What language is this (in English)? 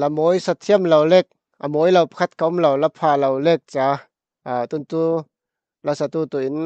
Falam Chin